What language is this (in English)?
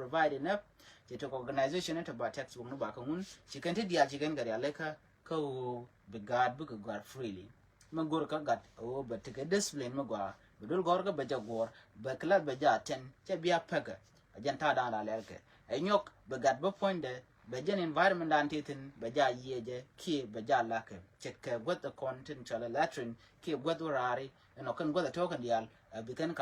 Nuer